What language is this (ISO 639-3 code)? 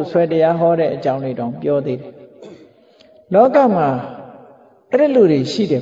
mya